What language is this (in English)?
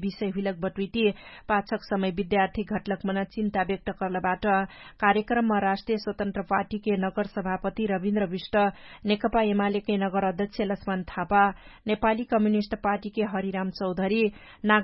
Dangaura Tharu